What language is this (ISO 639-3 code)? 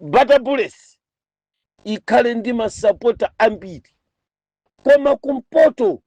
nya